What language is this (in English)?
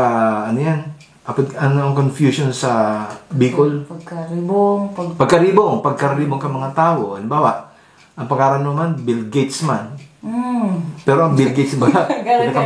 Bikol